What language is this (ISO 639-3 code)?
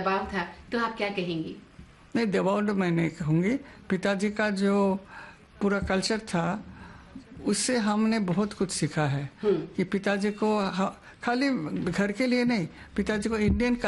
hin